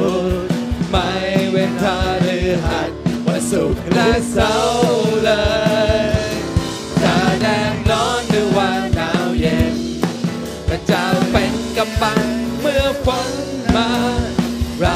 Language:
Thai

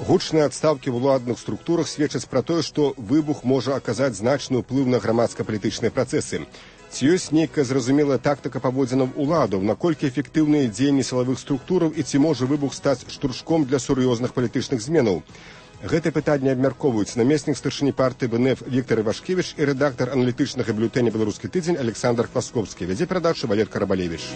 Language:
Belarusian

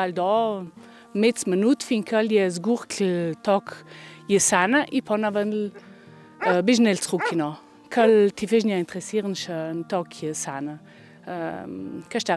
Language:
Ladin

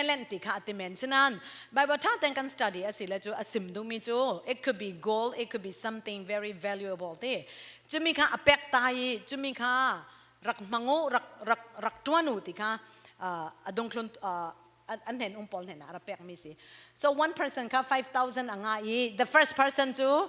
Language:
Falam Chin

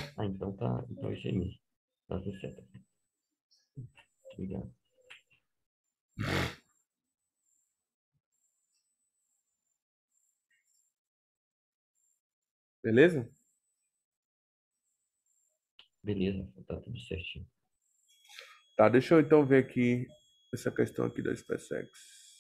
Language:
Portuguese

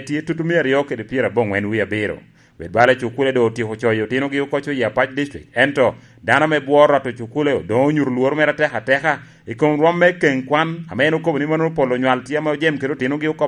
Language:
Lango (Uganda)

